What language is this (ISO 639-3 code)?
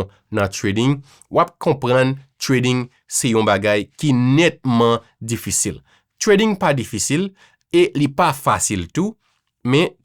hat